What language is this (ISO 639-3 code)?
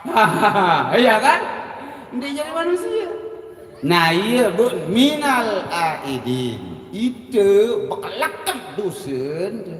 sas